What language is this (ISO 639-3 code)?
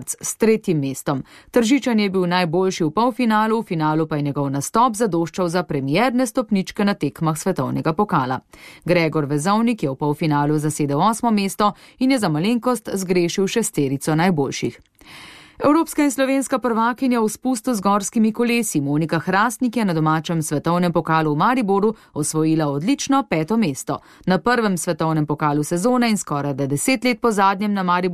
slv